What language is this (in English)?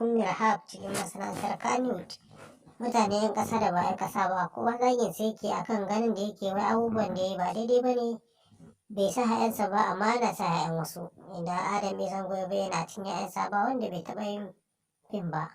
Hausa